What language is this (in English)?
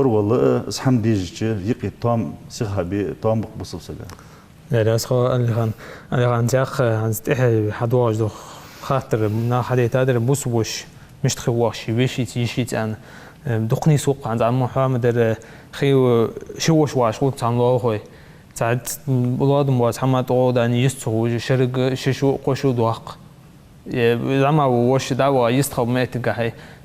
Ingush